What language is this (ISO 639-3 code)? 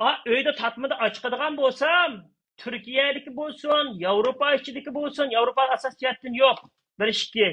uig